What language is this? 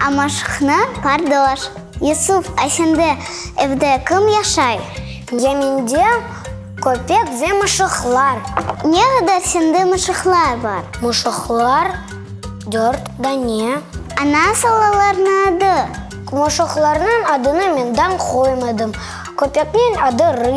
Crimean Tatar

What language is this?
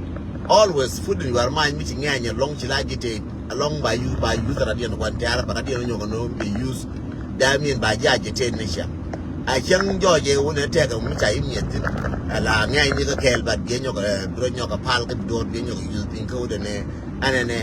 Nuer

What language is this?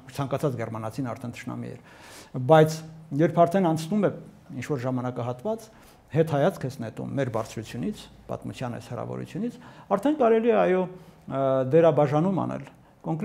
Armenian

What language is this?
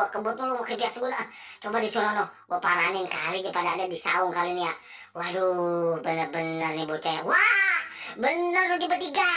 Betawi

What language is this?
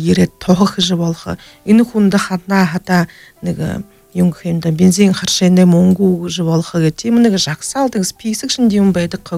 Buriat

